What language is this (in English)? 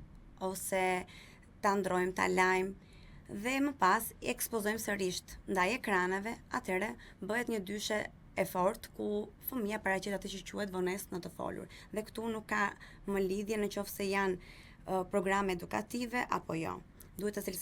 Albanian